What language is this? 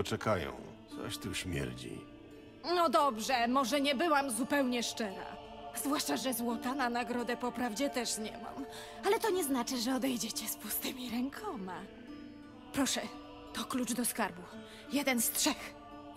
Polish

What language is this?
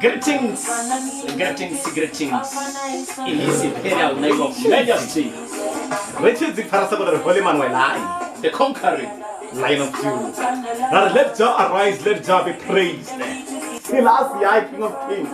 Venda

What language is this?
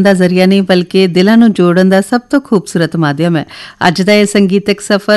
Punjabi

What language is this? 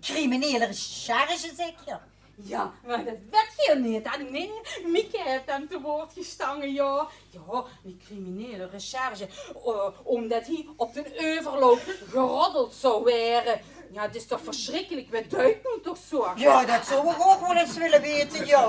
Limburgish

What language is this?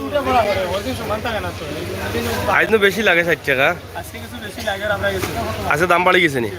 Sylheti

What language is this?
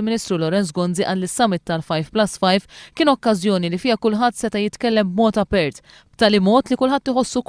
Maltese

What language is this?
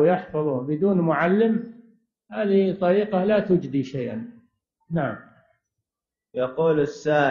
Arabic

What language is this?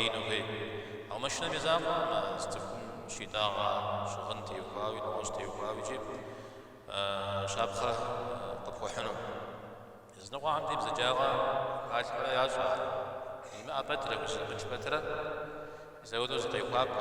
Kabardian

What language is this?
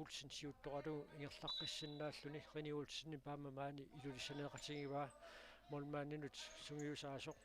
Kalaallisut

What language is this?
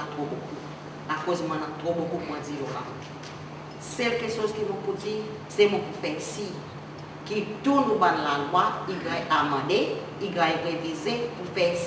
Seselwa Creole French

